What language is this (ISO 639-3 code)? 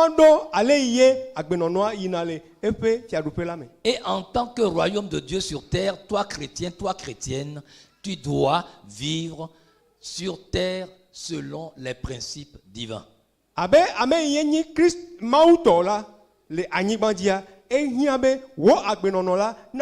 ewe